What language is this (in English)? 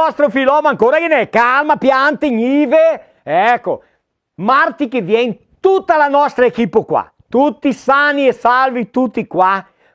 Venetian